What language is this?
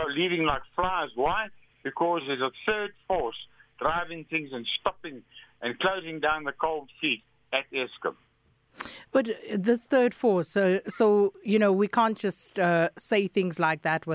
English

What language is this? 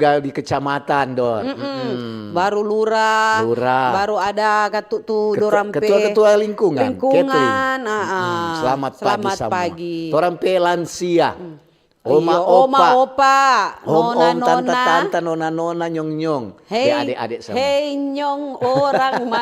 Manado Malay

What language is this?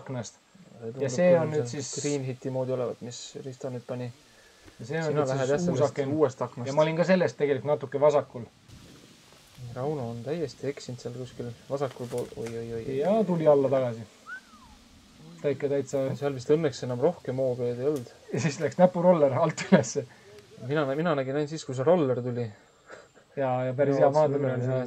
Estonian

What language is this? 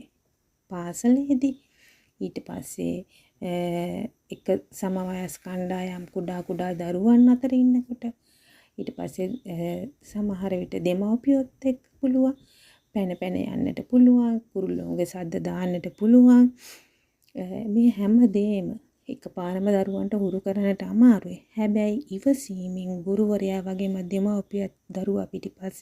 Sinhala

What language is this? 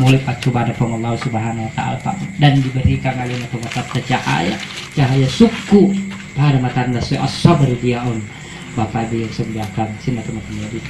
Buginese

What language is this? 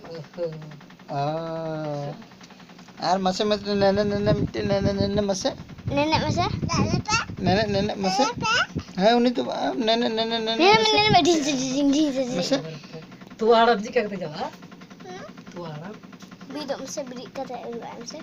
Santali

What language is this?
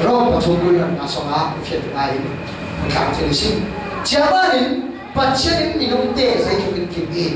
Falam Chin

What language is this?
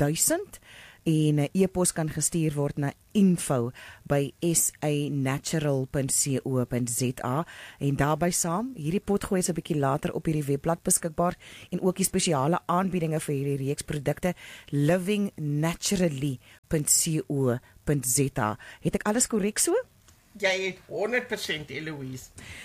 Afrikaans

